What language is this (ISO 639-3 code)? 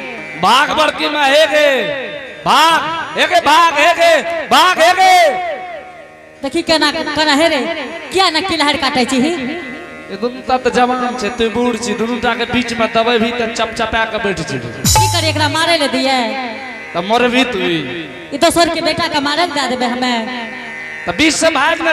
anp